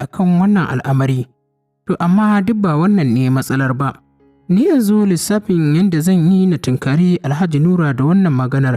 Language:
Hausa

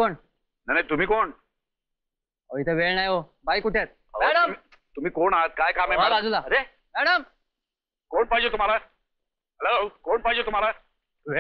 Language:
Marathi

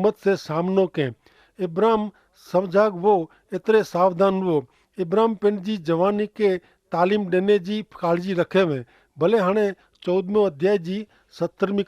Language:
Kachhi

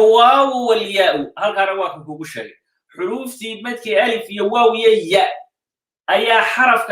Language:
Somali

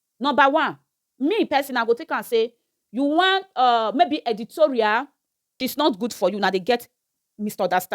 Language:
Nigerian Pidgin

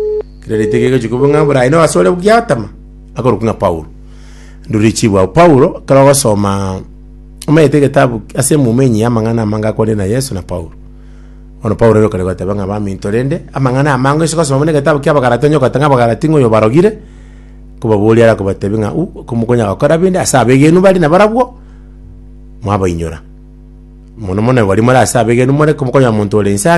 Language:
Gusii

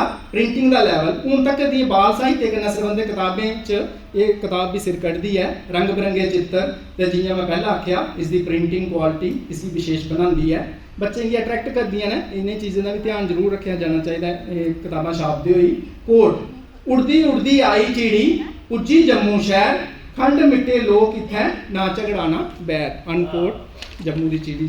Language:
Dogri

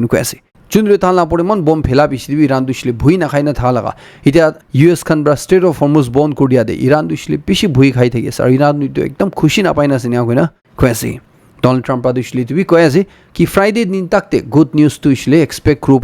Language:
Naga Pidgin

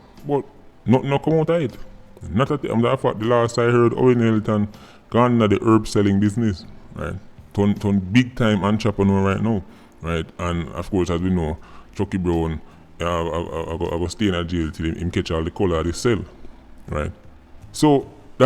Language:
Jamaican Creole English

